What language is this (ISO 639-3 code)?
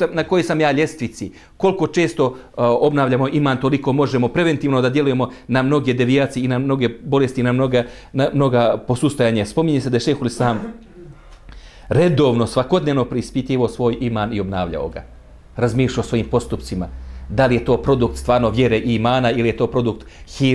bos